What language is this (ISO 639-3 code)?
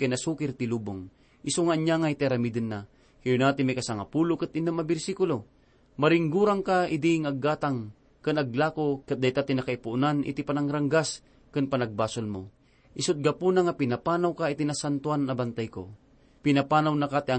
ilo